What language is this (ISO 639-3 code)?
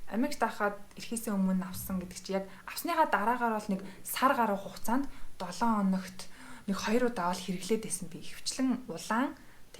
mon